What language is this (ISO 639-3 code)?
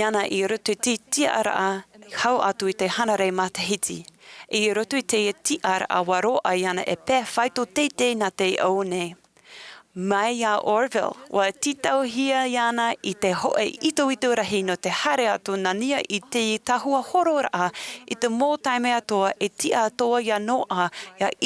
tah